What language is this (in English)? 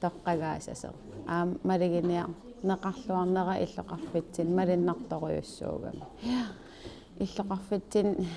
Kalaallisut